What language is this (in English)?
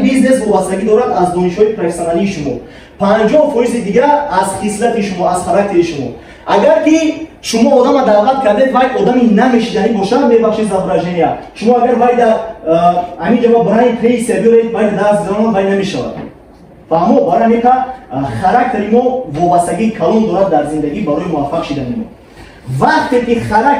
Tajik